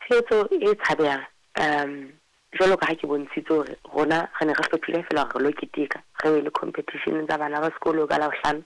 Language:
Southern Sotho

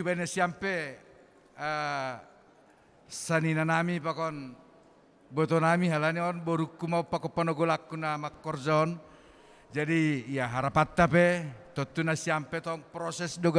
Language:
Batak Simalungun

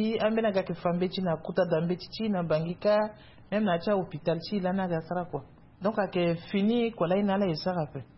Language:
Sango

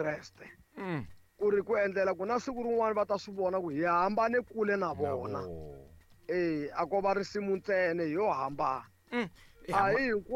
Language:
Tsonga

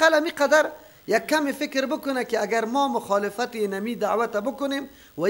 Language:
Persian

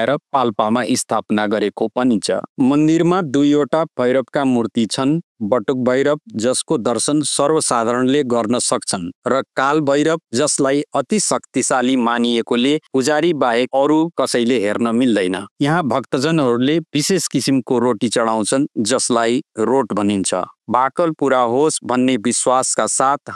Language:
Nepali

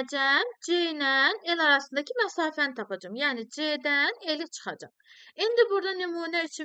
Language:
Azerbaijani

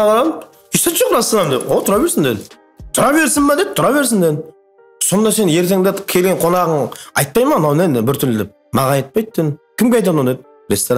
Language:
Kara-Kalpak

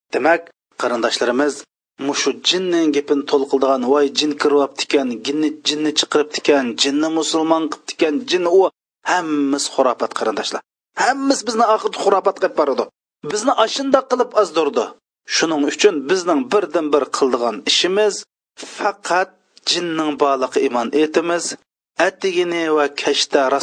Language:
Uyghur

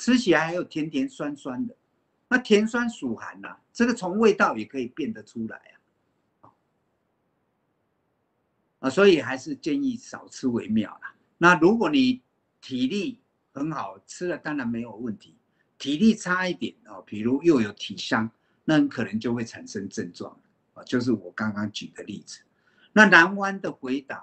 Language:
Chinese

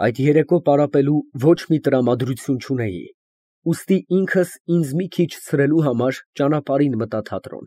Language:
Armenian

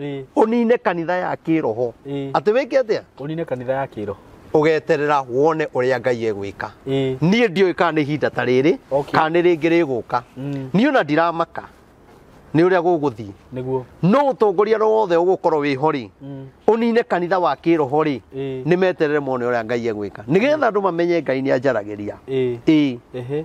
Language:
Kikuyu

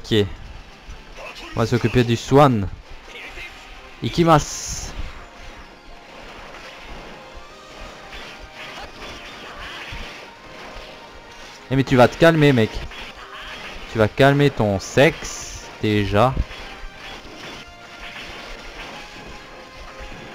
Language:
French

